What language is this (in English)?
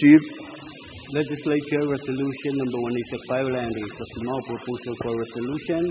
Pohnpeian